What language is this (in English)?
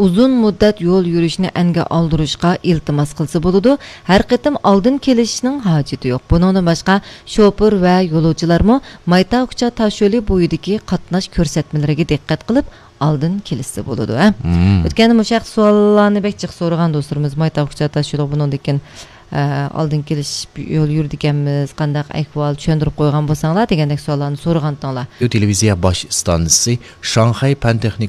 Uyghur